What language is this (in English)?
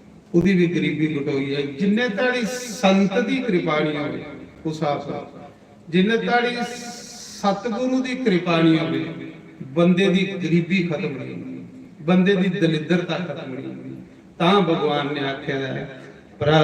Dogri